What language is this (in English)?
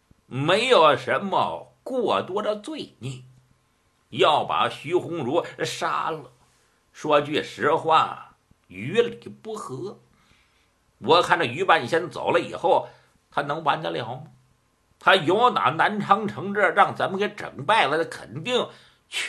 Chinese